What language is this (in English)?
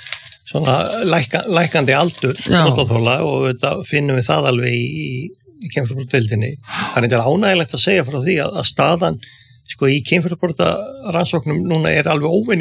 Icelandic